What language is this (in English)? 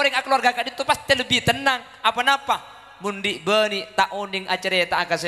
Madurese